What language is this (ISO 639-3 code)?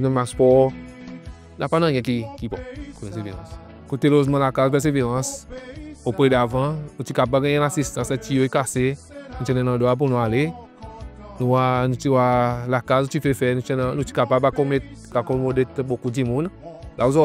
crs